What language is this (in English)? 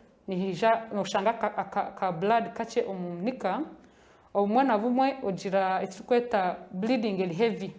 Nyankole